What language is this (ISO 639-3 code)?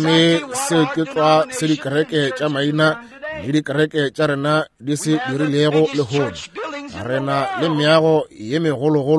nso